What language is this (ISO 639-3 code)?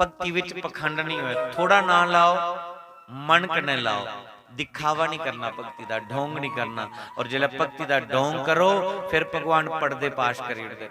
doi